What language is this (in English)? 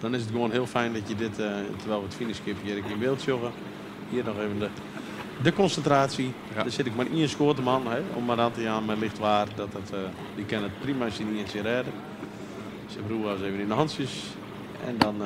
Western Frisian